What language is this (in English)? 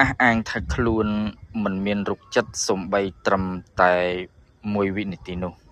Khmer